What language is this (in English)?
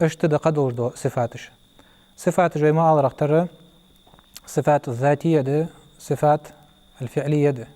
Ingush